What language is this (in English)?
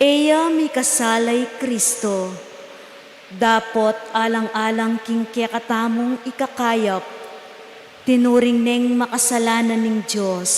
Pampanga